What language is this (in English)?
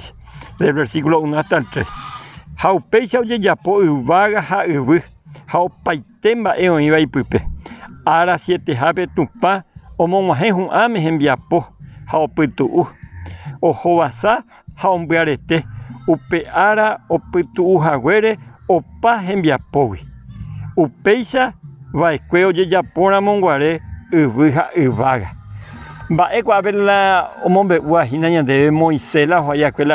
Guarani